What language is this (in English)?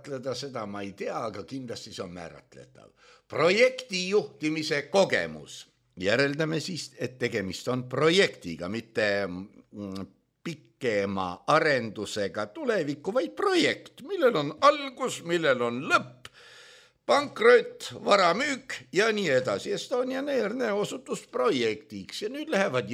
Estonian